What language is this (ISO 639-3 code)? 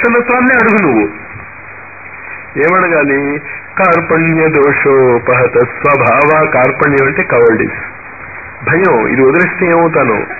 tel